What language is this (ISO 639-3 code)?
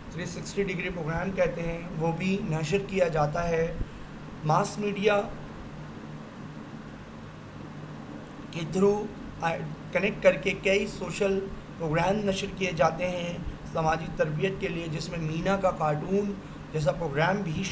urd